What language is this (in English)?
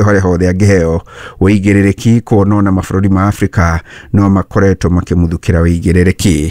Kikuyu